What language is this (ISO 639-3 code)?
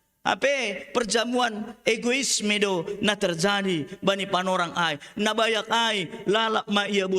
bts